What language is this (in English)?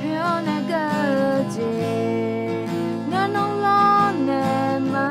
Akha